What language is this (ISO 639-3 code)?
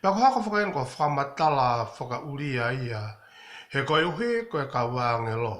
ton